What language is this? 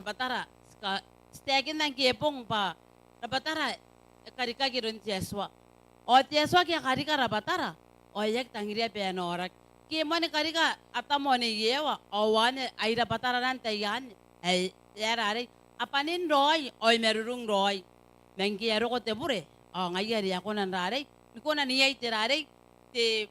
Gilbertese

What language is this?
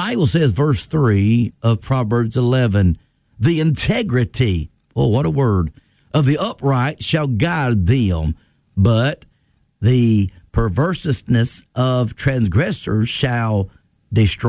English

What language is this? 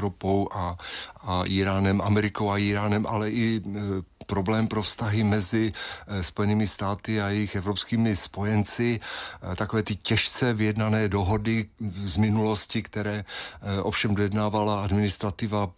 Czech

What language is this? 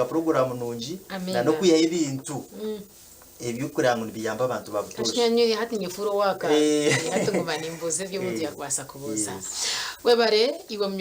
Nyankole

